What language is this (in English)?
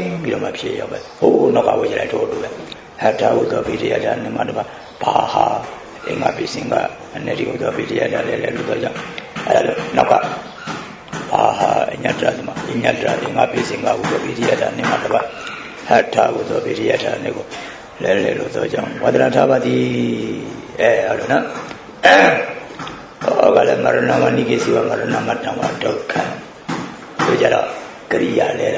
Burmese